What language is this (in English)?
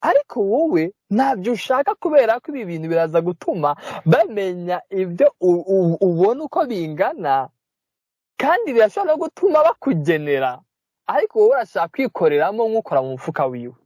Kinyarwanda